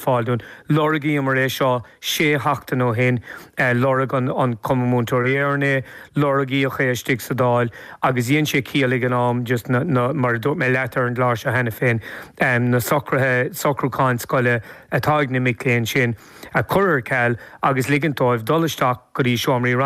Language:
Irish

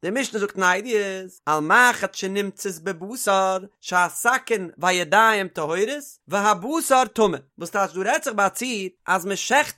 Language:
Yiddish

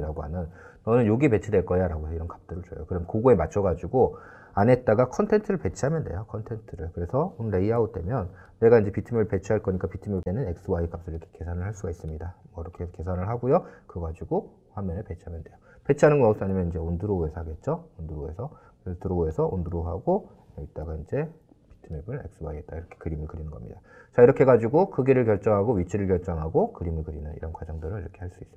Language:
Korean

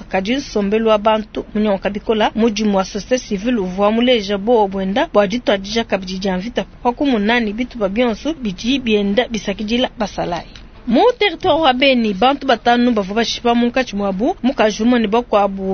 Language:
Luba-Lulua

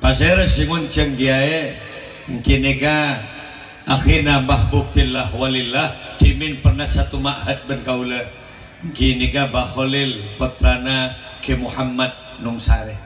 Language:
Madurese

